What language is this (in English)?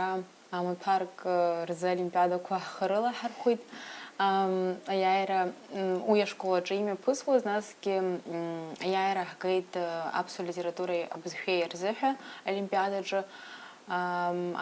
Abkhazian